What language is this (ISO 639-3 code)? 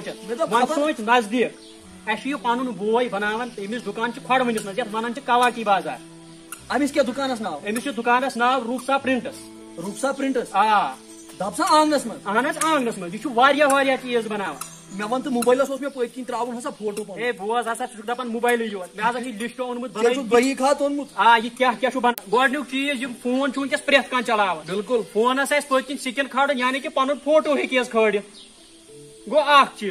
kas